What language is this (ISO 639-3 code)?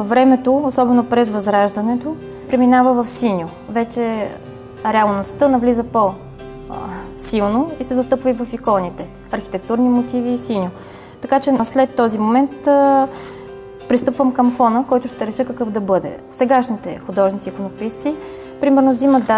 bul